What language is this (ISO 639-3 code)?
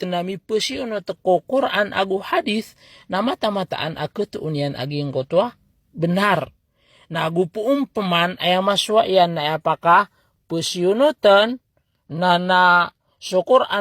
mrw